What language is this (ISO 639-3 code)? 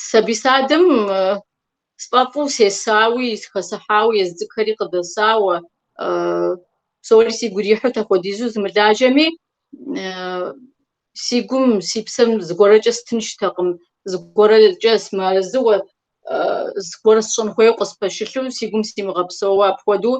kbd